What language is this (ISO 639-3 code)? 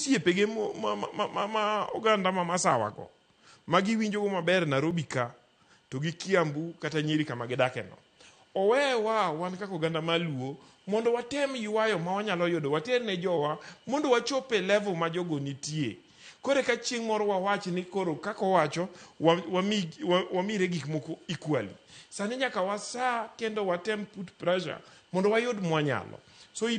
luo